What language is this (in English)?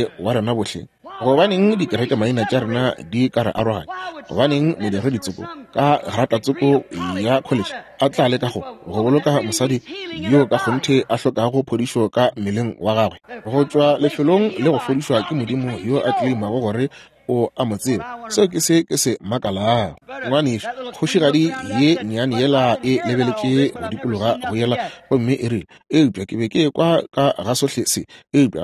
Northern Sotho